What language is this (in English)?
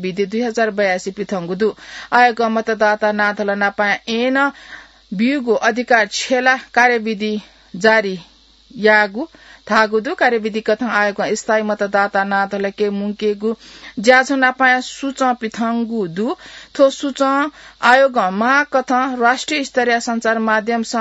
Newari